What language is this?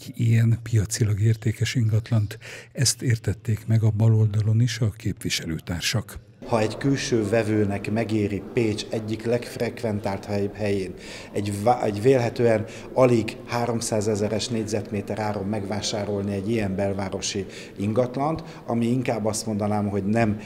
Hungarian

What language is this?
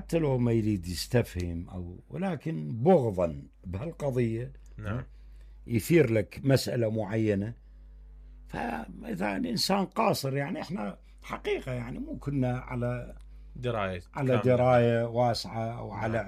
Mesopotamian Arabic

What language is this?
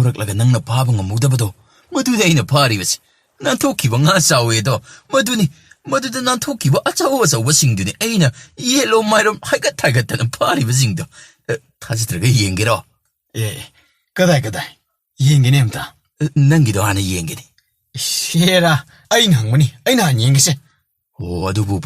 Manipuri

